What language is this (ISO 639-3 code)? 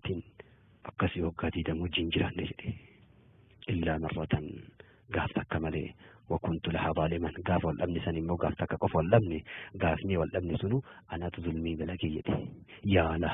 orm